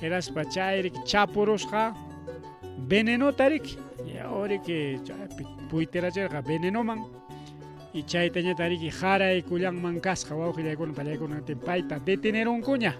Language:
Ayacucho Quechua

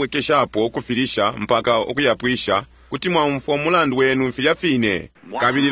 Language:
Bemba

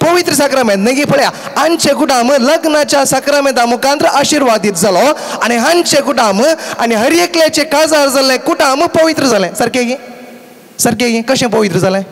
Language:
Konkani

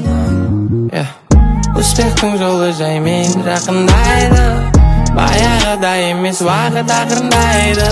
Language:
Kazakh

